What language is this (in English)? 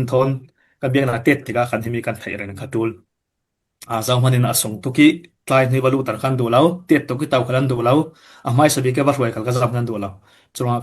Falam Chin